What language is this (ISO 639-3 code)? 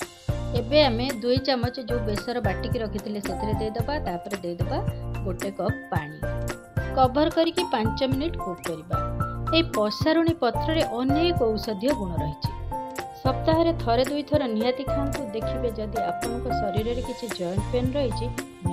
ori